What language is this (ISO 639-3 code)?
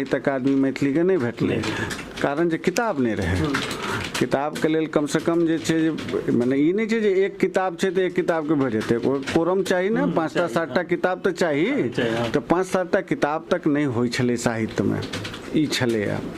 mai